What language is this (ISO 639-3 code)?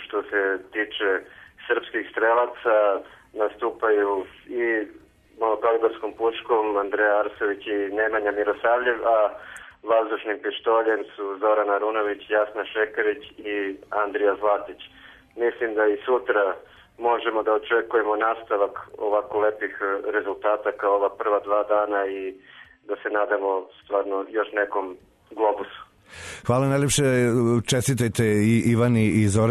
srp